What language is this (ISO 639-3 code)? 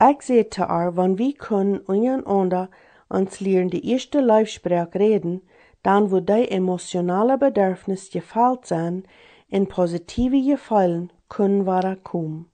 pdt